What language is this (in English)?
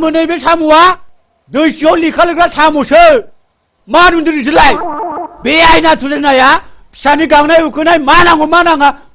Bodo